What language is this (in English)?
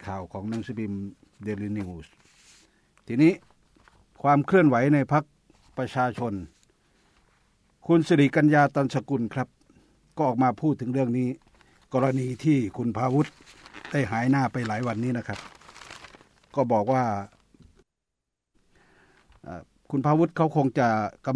Thai